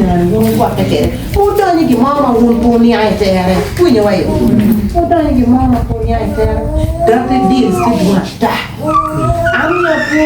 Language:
Acoli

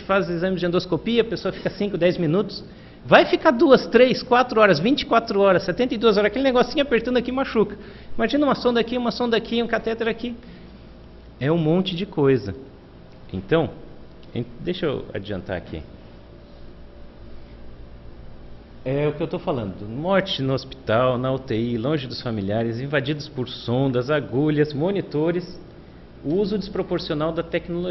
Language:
Portuguese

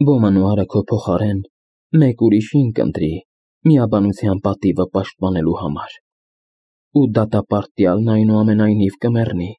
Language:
Armenian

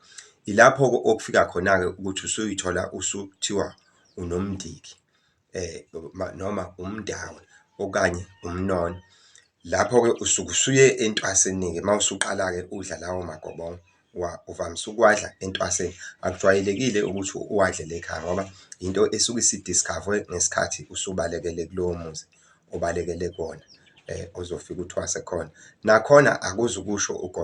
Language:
Zulu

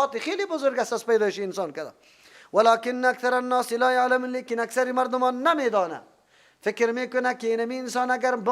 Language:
Persian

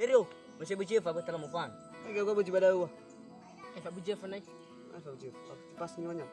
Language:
Nias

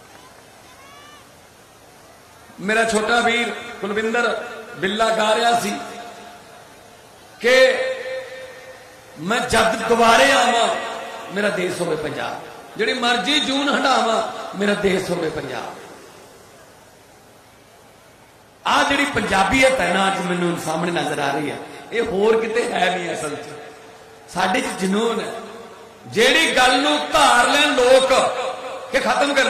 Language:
Punjabi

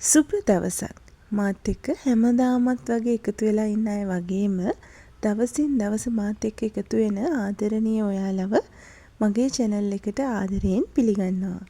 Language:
Sinhala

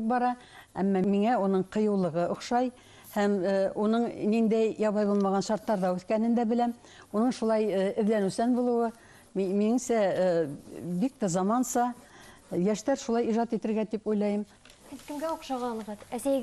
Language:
Bashkir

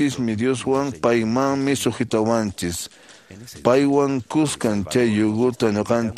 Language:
Quechua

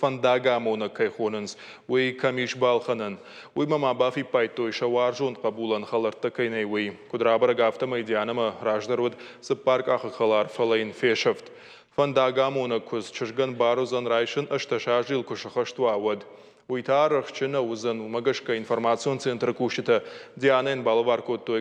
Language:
Ossetic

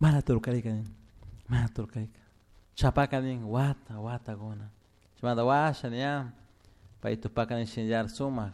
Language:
Chimborazo Highland Quichua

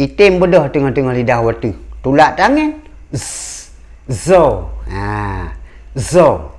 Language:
Achinese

